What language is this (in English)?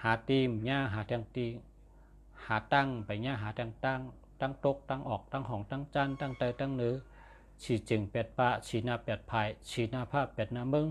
Shan